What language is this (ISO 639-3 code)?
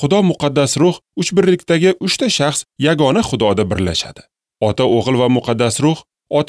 uzb